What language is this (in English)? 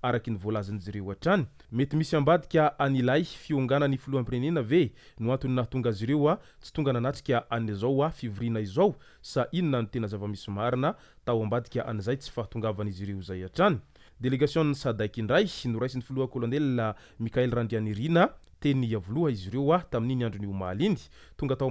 Malagasy